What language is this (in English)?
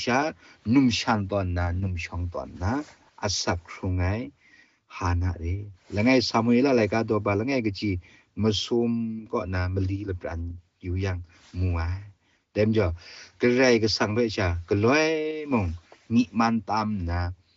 Kachin